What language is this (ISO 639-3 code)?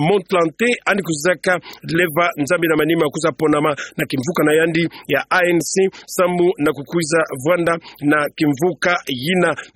ktu